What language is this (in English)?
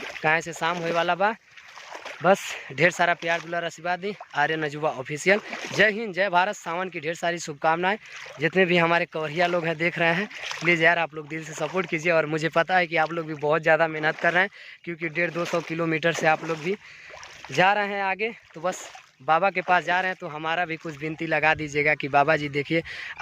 Bhojpuri